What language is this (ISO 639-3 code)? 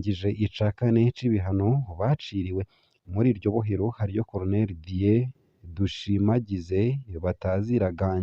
run